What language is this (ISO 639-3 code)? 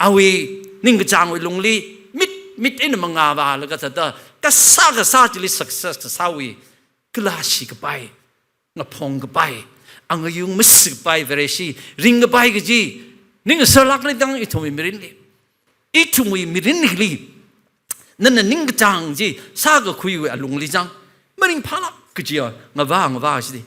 nmf